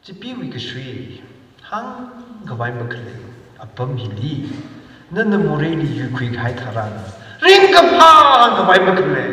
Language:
Tangkhul Naga (India)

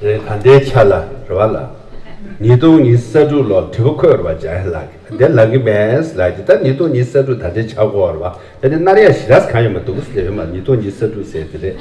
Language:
Tibetan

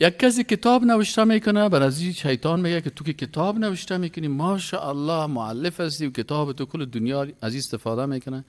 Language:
Persian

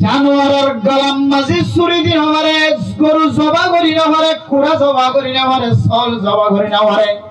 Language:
Rohingya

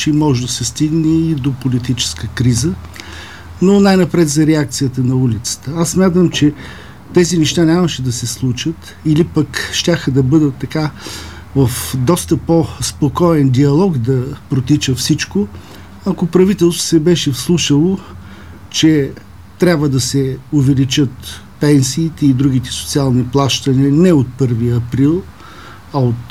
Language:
Bulgarian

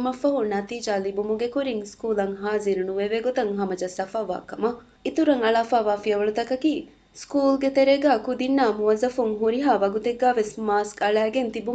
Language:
Divehi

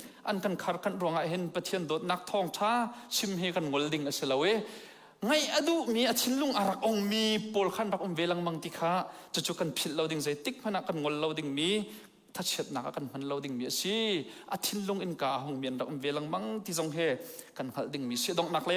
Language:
Hakha Chin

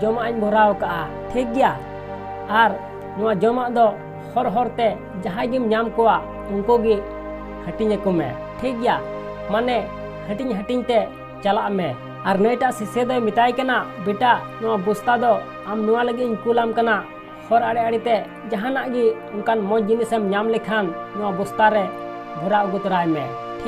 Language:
Santali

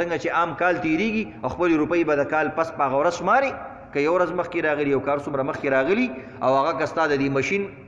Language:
Pashto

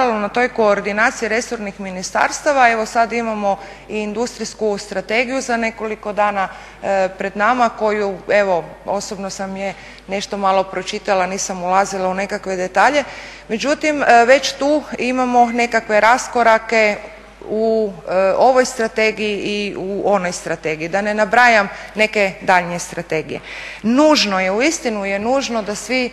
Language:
Croatian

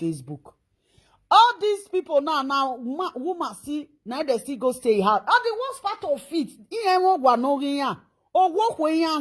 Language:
Nigerian Pidgin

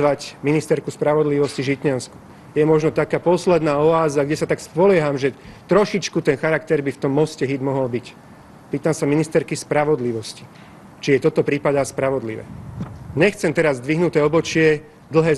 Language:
Slovak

